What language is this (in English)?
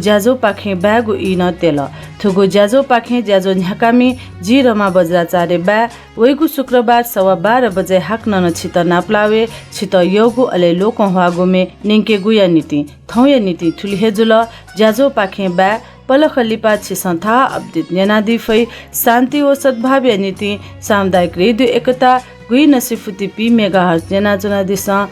Newari